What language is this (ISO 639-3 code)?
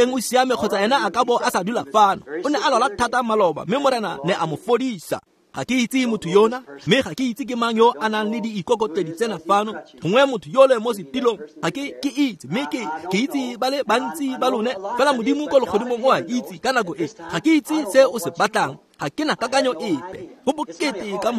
tsn